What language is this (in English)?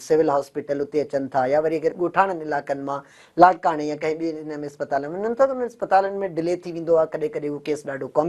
Sindhi